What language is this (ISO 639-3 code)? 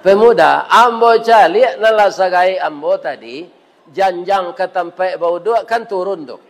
min